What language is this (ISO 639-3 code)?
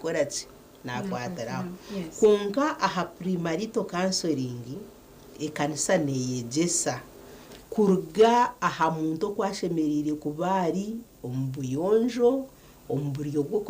nyn